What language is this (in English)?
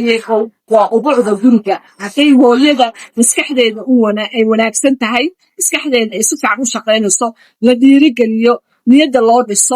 Somali